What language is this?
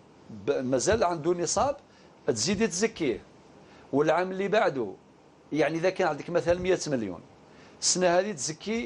Algerian Arabic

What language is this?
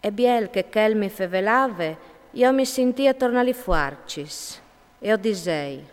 Friulian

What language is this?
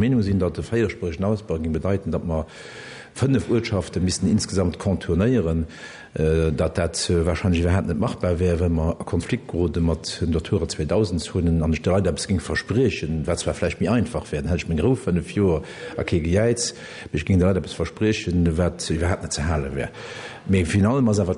Luxembourgish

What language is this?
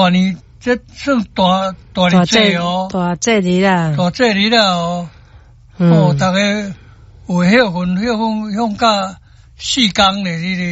Min Nan Chinese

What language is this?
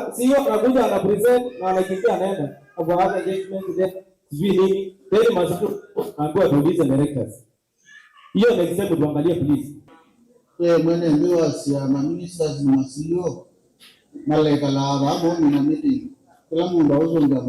Kamba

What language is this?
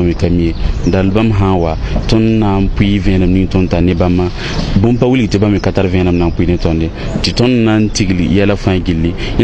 Mossi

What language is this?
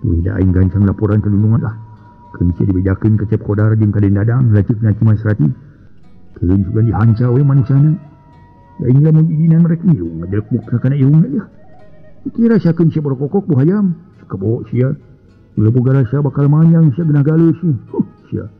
Sundanese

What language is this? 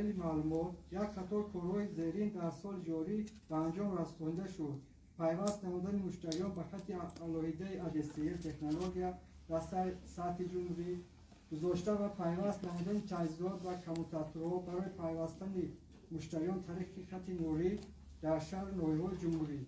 Tajik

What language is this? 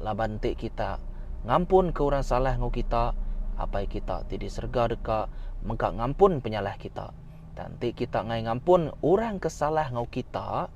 Iban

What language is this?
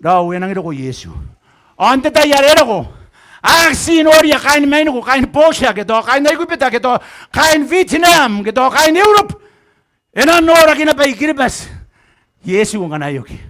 Gilbertese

